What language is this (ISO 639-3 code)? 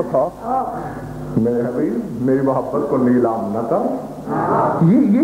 urd